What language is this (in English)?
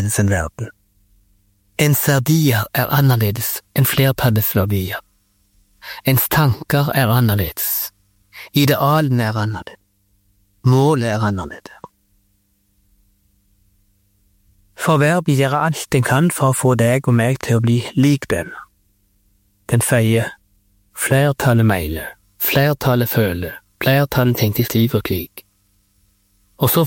Norwegian